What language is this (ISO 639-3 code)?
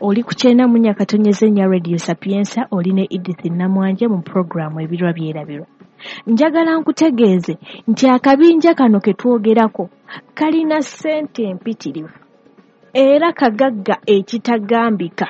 lug